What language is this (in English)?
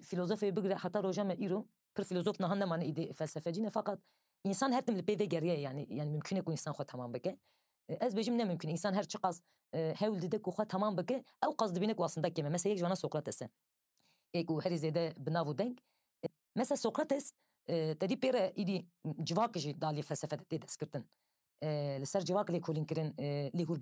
Kurdish